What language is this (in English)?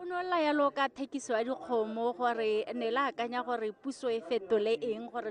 Tswana